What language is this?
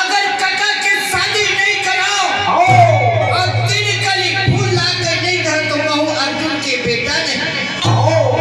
Chhattisgarhi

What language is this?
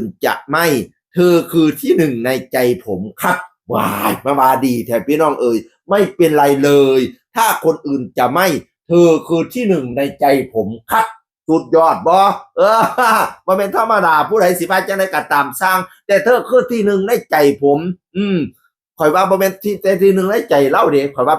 Northeastern Thai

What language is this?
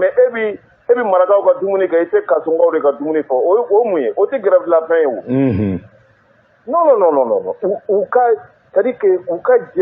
Bambara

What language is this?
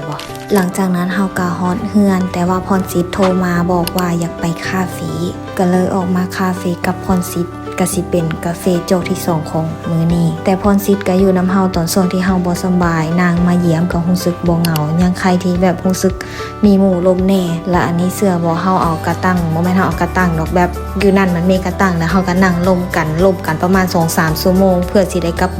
Lao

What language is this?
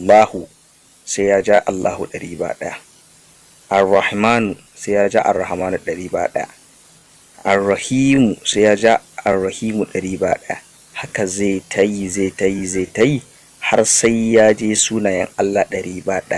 Hausa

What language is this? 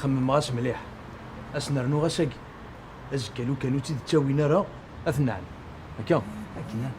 Kabyle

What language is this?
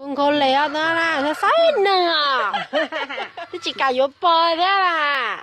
Hmong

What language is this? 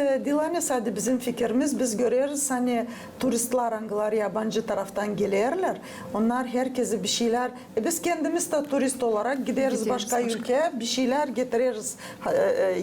Gagauz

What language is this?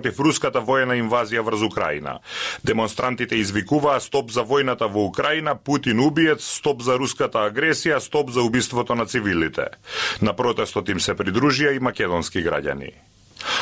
Macedonian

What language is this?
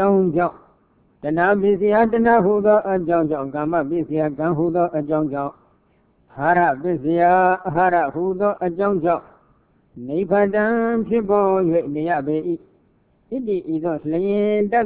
Burmese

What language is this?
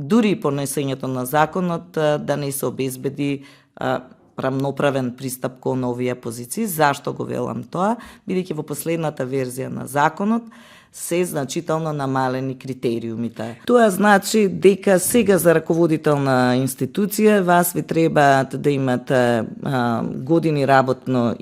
Macedonian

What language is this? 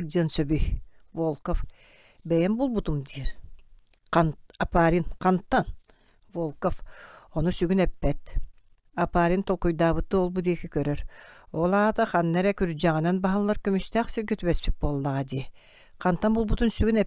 Yakut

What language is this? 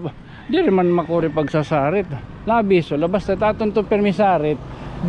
Waray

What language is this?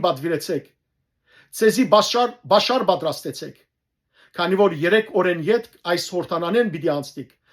Western Armenian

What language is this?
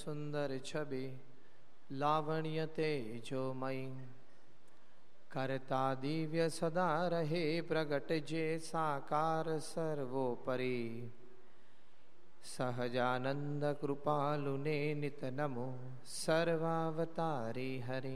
Gujarati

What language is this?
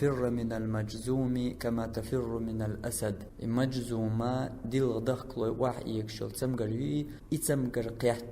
Chechen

